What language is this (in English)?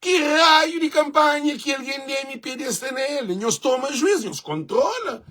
Kabuverdianu